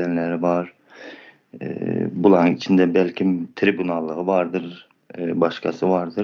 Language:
Turkmen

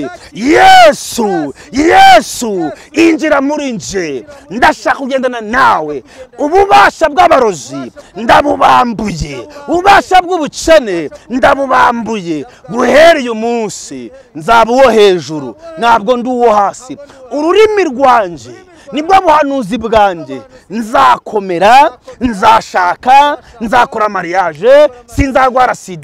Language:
Kinyarwanda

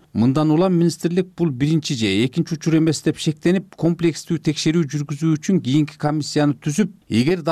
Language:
Kyrgyz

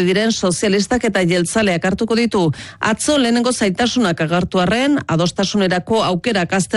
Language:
Basque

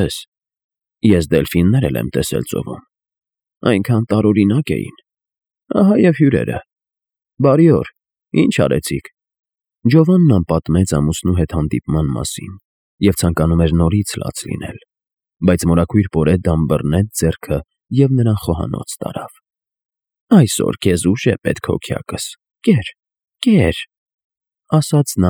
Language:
Armenian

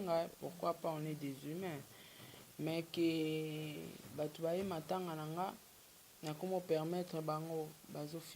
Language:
Lingala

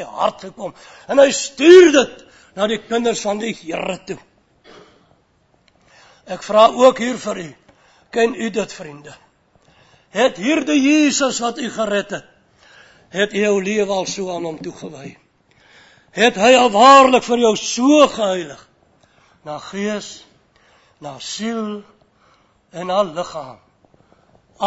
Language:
Afrikaans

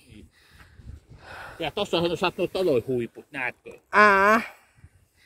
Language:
Finnish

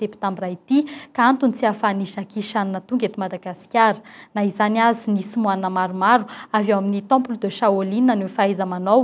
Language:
Malagasy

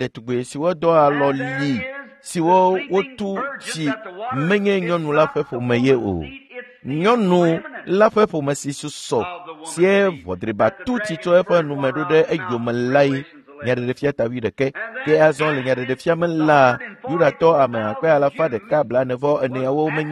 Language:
Ewe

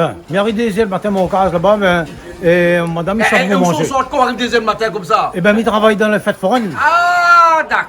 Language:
Réunion Creole French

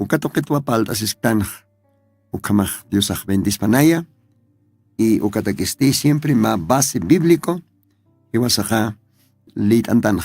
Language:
Aymara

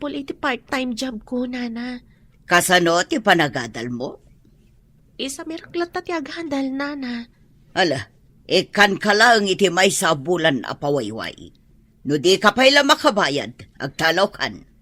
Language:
Iloko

